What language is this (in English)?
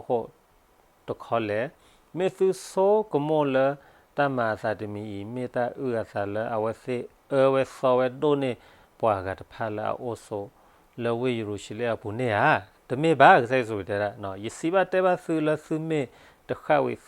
S'gaw Karen